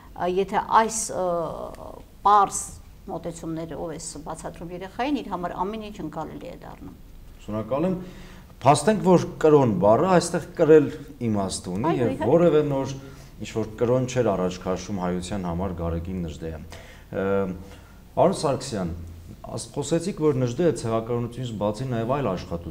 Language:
Armenian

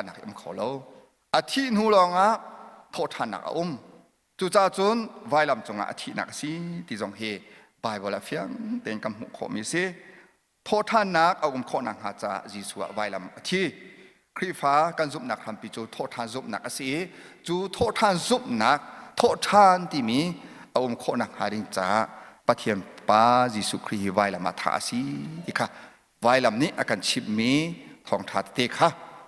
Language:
Hakha Chin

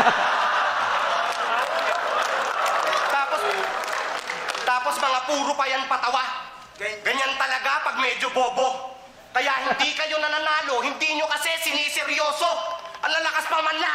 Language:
Filipino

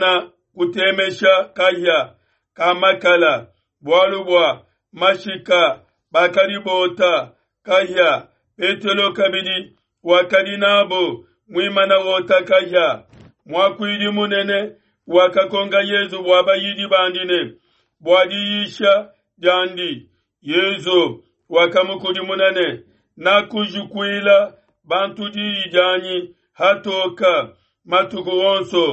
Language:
Luba-Lulua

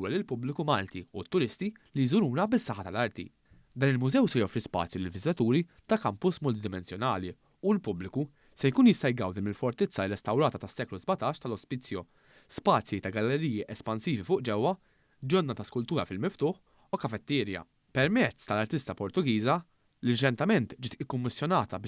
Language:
Maltese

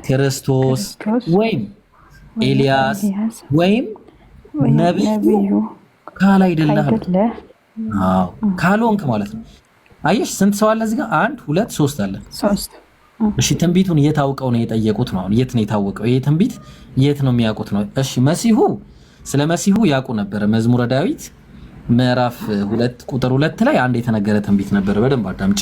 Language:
Amharic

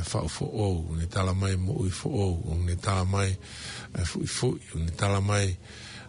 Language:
Tongan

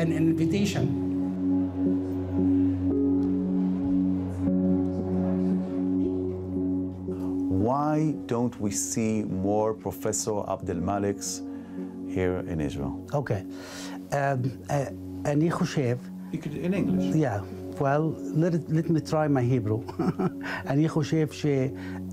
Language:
Hebrew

